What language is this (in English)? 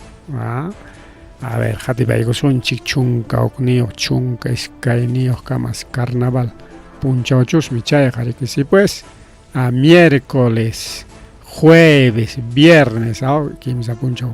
Ayacucho Quechua